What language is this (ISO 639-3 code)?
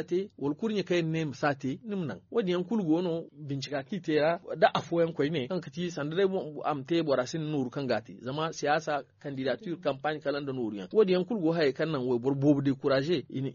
dje